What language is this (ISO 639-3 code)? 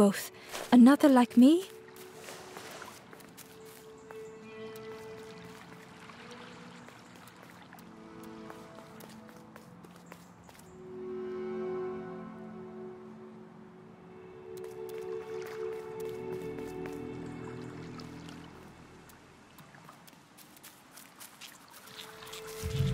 eng